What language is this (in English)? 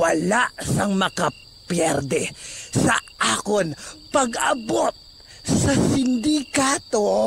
Hiligaynon